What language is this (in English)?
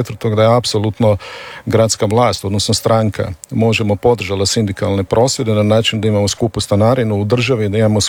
Croatian